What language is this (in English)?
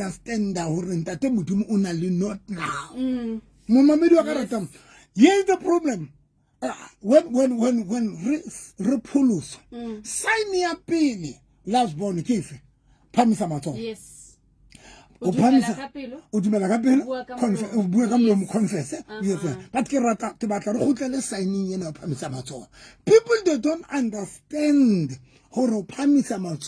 Southern Sotho